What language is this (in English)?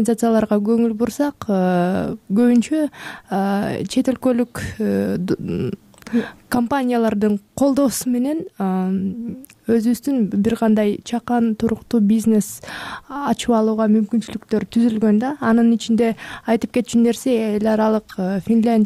Kyrgyz